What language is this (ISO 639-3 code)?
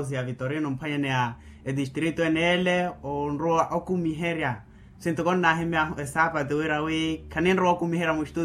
vmw